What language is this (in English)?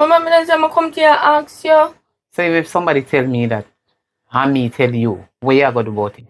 Jamaican Creole English